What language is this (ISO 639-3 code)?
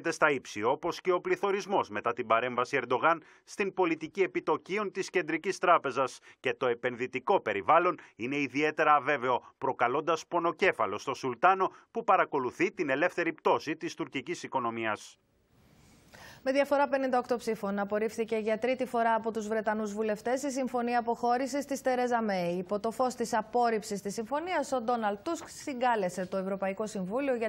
ell